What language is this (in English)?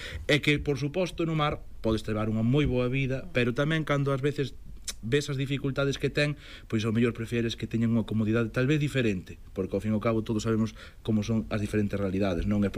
Galician